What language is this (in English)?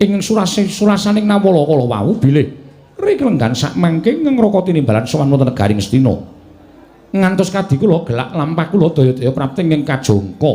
Javanese